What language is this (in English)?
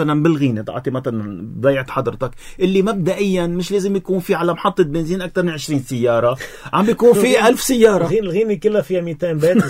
North Levantine Arabic